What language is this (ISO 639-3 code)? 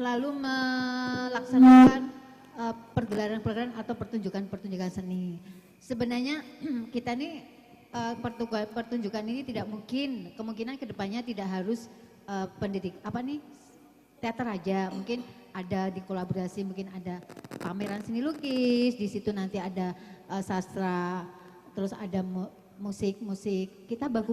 bjn